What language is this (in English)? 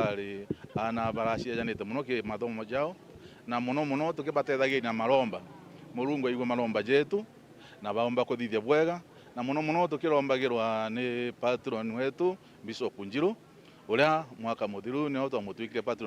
Meru